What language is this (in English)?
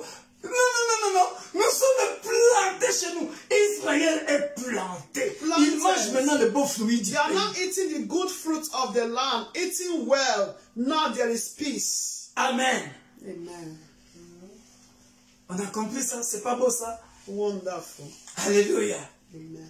French